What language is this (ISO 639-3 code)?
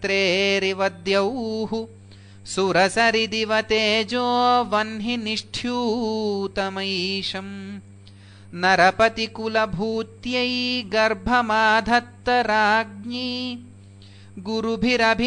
san